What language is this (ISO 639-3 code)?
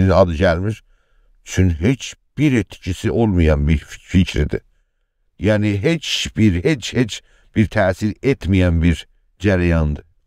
azb